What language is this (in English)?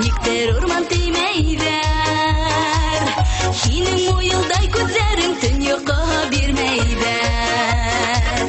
Bashkir